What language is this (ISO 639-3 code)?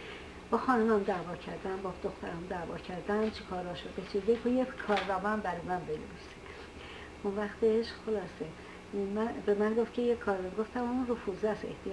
fas